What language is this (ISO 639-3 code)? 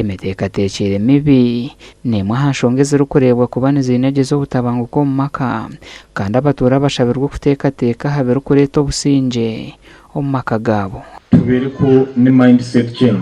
nyn